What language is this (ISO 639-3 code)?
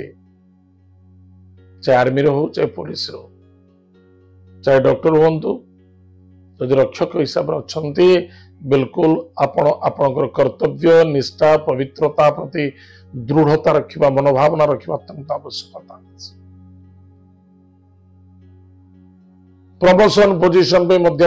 ori